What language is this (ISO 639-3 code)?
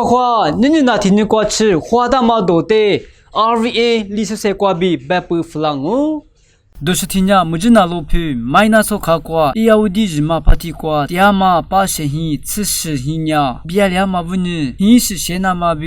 lis